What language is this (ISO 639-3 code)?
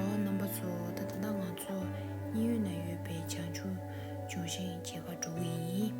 bod